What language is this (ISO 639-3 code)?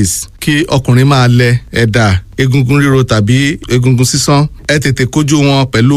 yor